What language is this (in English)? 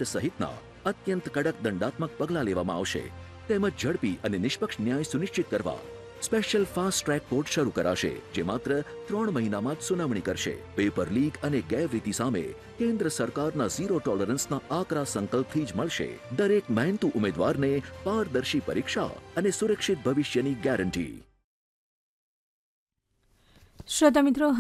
Gujarati